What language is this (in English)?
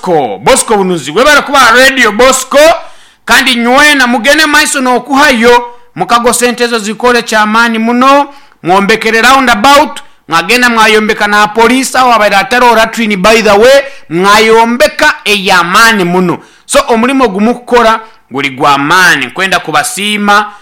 Nyoro